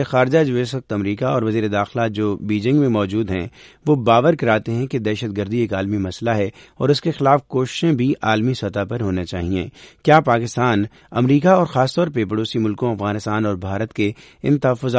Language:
Urdu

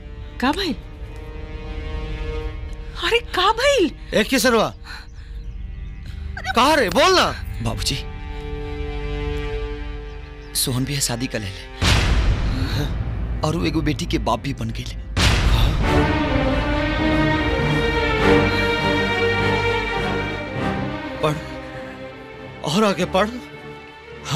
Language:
Bhojpuri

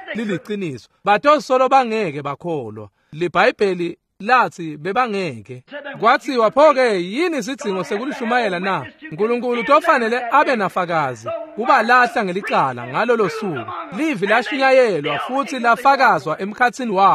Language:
Swati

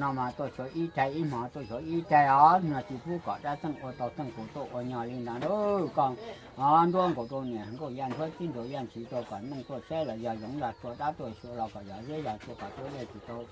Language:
Hmong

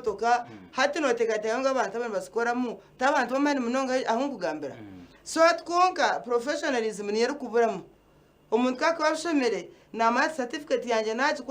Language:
Nyankole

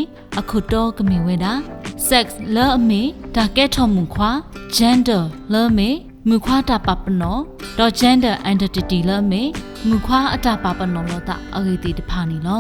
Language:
S'gaw Karen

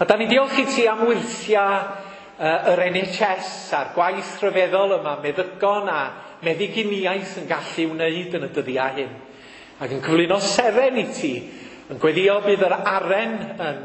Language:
Welsh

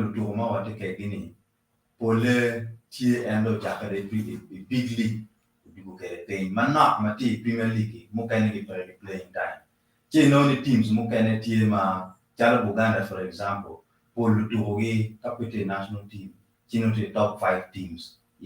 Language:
Acoli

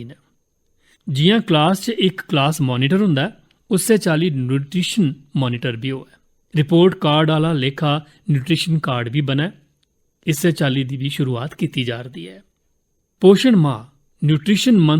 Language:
Dogri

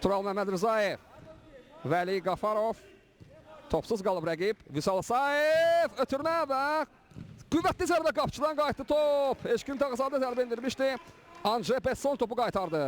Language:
Azerbaijani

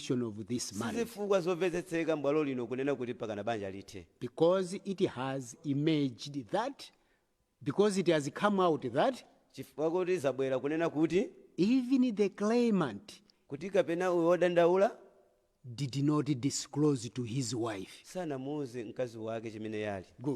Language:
Nyanja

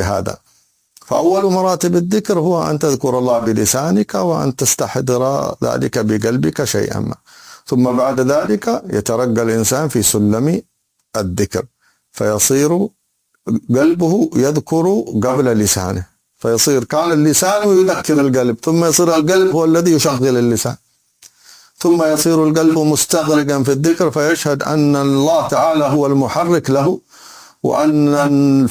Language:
Arabic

